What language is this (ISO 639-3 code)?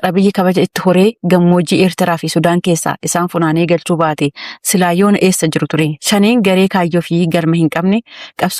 orm